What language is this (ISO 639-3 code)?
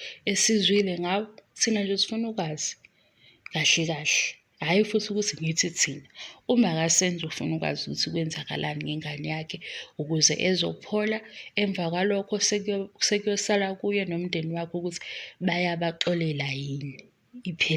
zul